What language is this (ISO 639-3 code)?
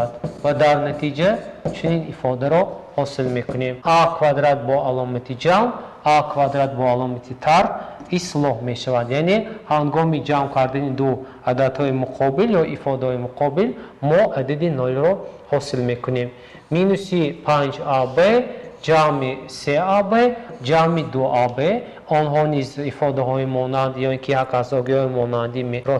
tgk